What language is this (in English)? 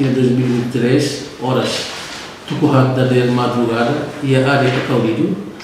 Tetum